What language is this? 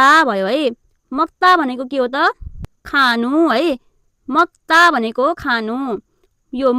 Nepali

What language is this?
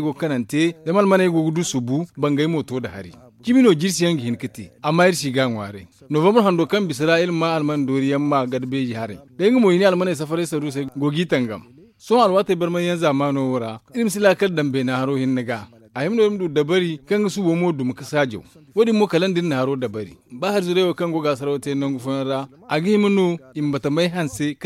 Zarma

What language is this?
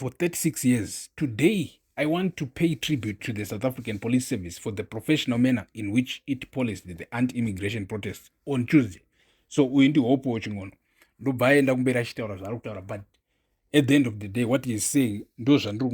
Shona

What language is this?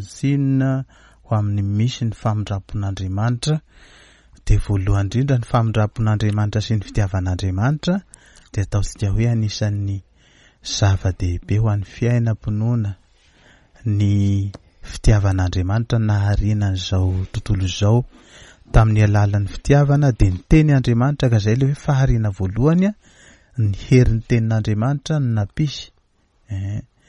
Malagasy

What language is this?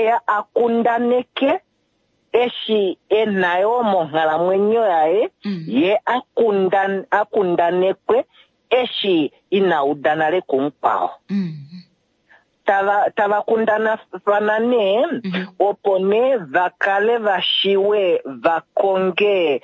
Kuanyama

